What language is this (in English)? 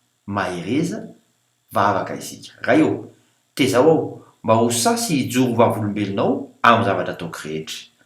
Malagasy